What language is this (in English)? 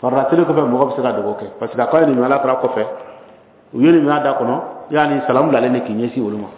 Bambara